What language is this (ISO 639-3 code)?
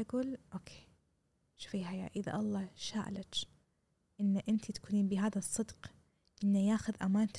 afb